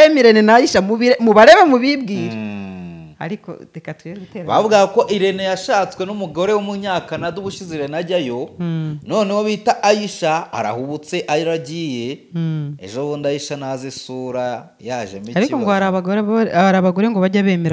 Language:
Kinyarwanda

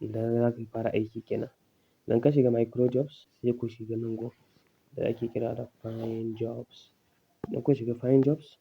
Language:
Hausa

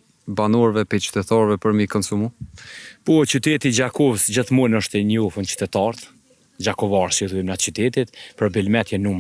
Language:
Albanian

